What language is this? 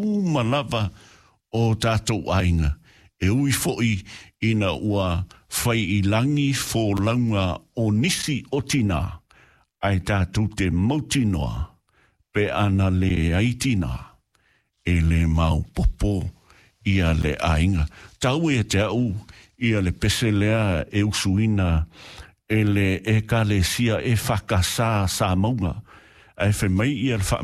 Samoan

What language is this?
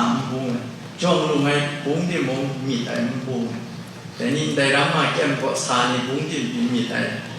Kachin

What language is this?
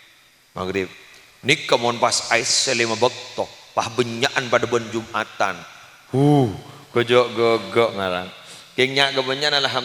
Madurese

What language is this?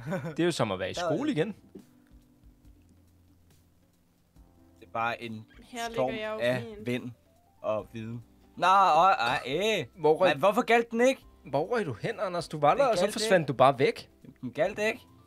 Danish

